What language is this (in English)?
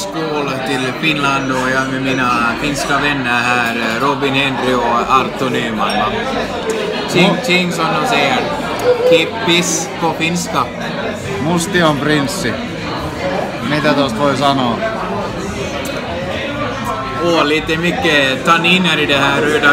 Finnish